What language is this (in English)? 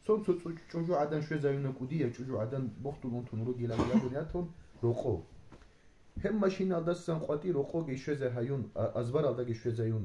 Avaric